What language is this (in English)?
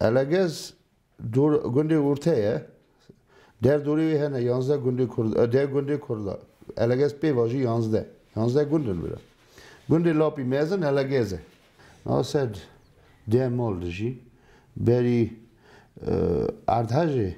Kurdish